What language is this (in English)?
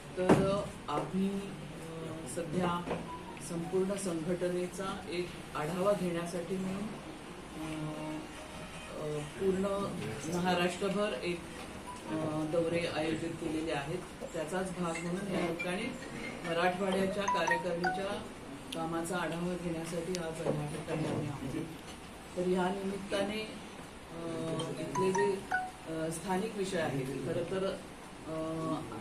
Marathi